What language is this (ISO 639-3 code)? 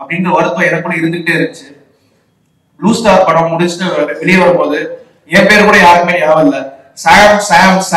tam